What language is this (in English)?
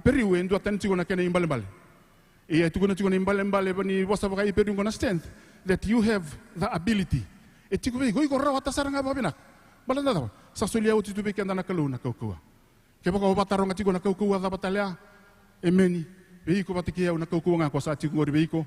Fijian